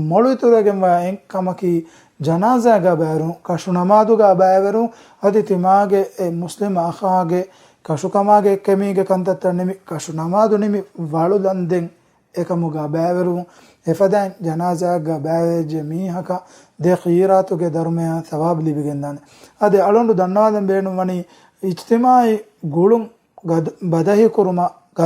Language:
Divehi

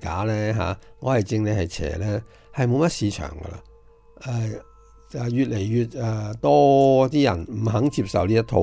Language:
Cantonese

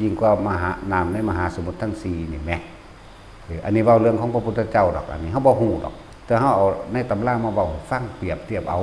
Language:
Northeastern Thai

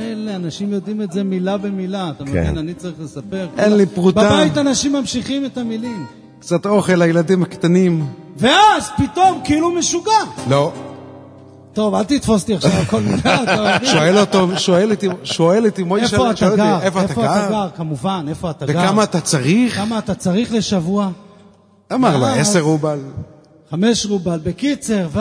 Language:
Hebrew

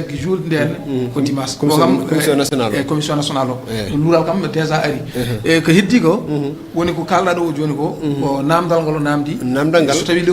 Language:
Fula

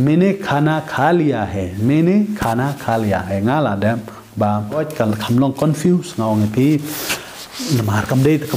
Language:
Khasi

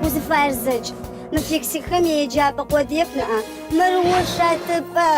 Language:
Adyghe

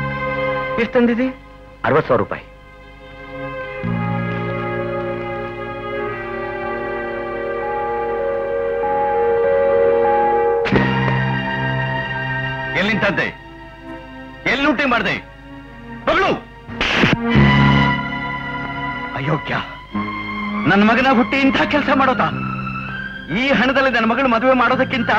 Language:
Kannada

